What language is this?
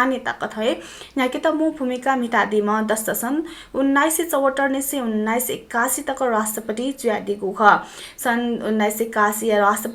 Newari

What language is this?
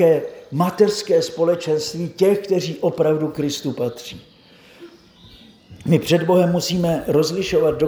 Czech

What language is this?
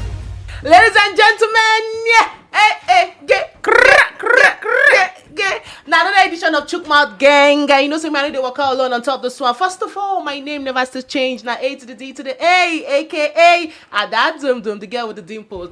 Nigerian Pidgin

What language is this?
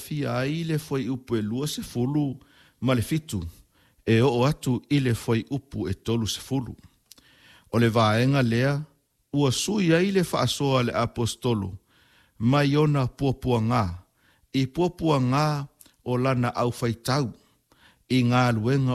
Samoan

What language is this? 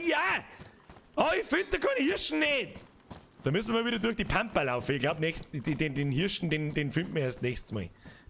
Bavarian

